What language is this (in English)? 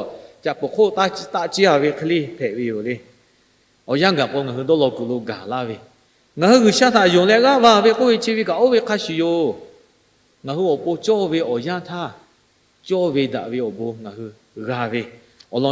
Lahu